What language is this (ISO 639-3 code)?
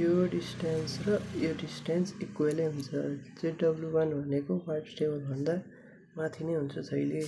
nep